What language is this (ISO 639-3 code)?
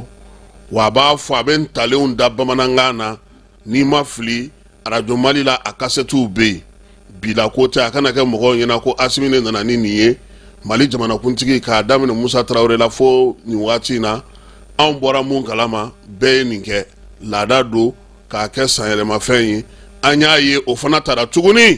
bam